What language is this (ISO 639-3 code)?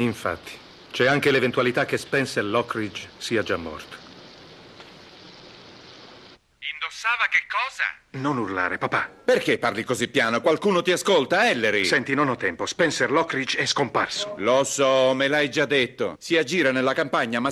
ita